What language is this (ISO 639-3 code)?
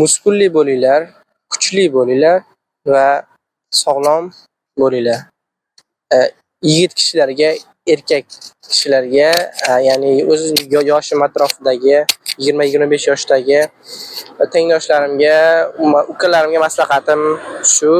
uzb